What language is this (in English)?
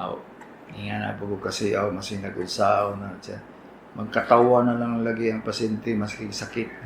Cebuano